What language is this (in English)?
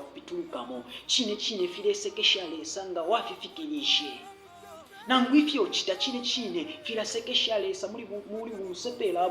Bemba